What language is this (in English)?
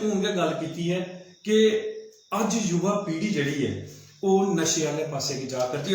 Dogri